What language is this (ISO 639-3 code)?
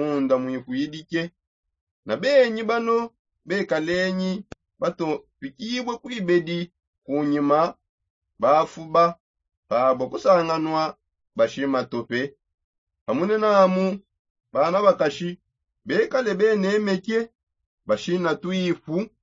sop